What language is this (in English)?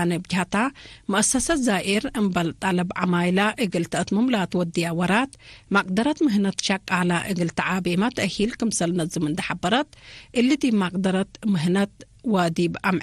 Tigre